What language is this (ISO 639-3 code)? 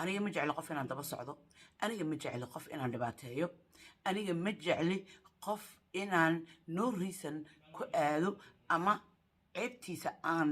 som